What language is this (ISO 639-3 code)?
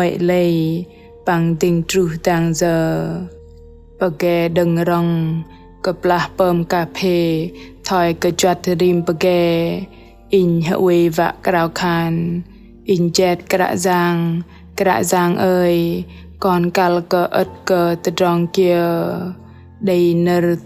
bdq